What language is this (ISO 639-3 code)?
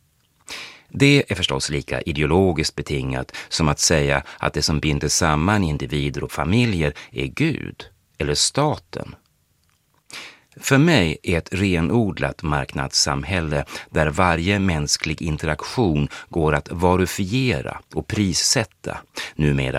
swe